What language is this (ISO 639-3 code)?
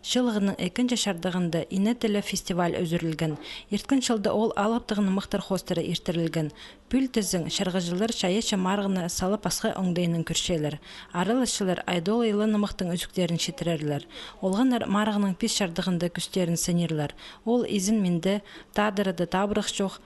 kjh